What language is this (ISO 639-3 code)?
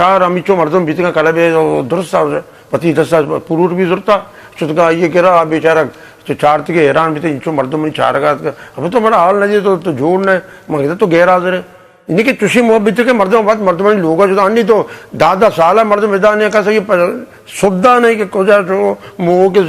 bgp